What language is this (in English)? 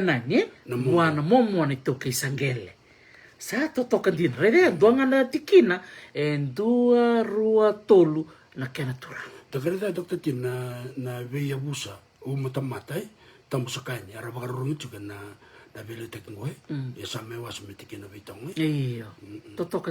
Fijian